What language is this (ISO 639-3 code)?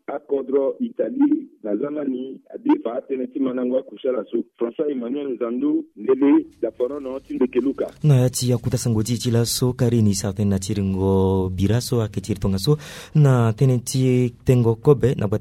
sag